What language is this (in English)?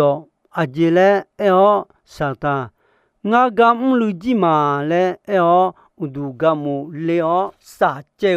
Akha